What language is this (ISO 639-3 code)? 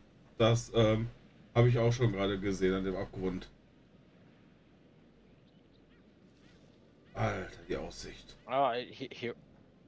deu